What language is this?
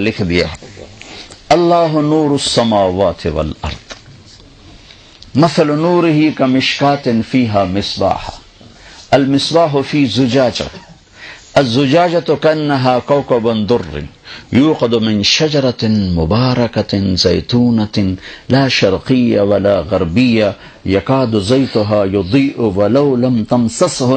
Urdu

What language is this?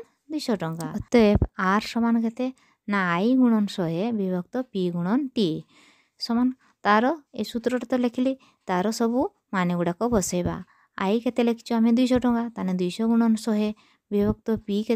Odia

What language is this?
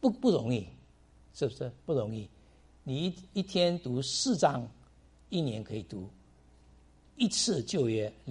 Chinese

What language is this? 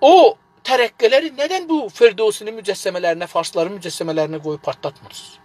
South Azerbaijani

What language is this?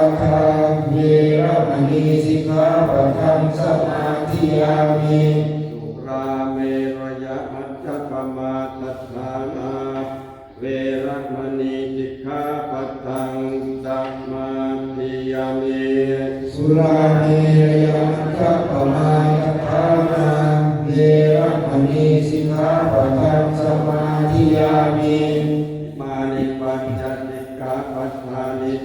Pali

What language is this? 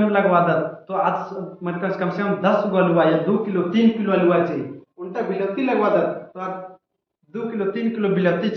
Kurukh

